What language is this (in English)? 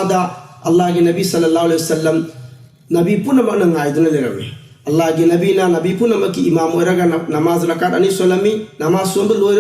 Manipuri